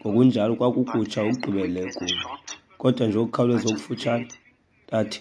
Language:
Xhosa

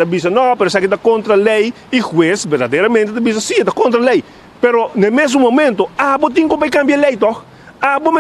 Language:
Papiamento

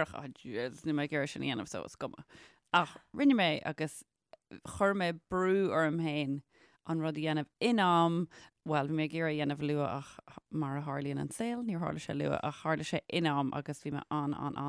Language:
Irish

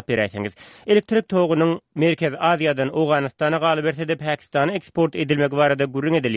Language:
Turkmen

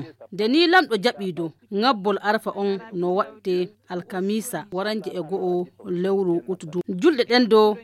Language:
Nigerian Fulfulde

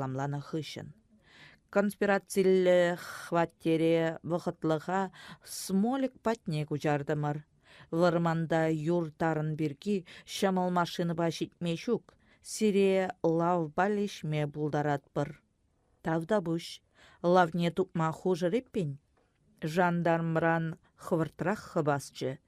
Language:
Chuvash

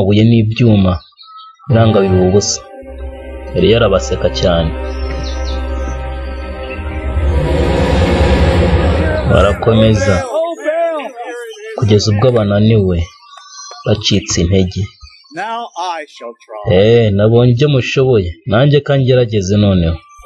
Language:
Kinyarwanda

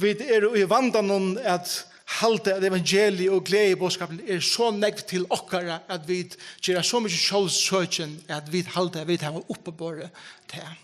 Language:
Faroese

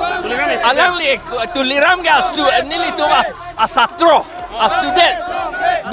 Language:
Karbi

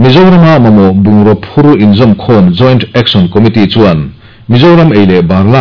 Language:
Mizo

